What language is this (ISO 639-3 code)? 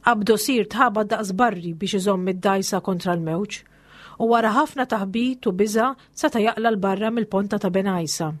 mlt